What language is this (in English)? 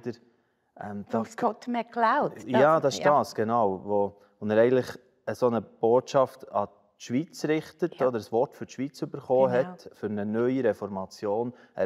Swiss German